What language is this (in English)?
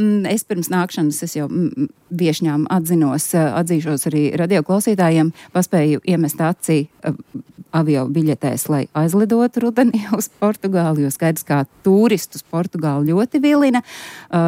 Latvian